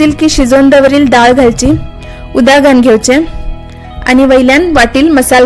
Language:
Konkani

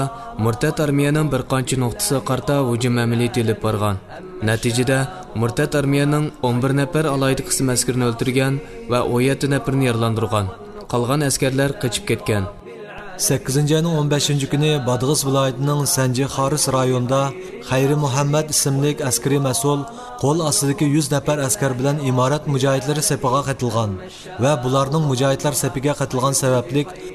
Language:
Uyghur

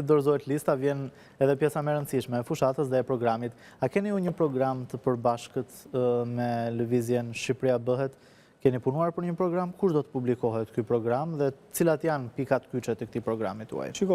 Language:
Albanian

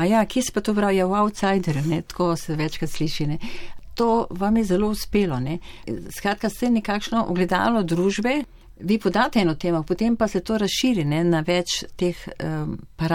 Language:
Slovenian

